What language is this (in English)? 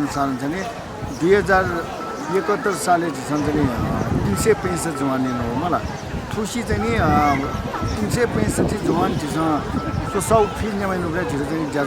Newari